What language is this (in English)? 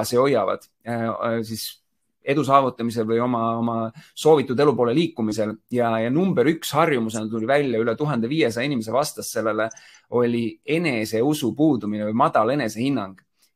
Estonian